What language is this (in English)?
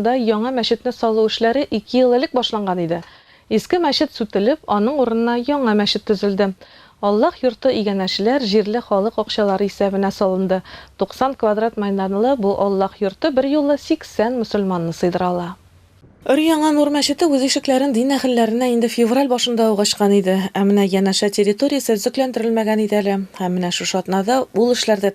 Tatar